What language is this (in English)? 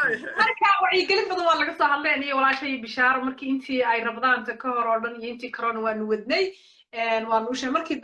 Somali